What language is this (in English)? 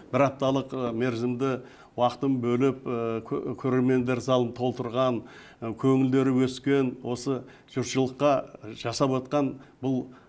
Kazakh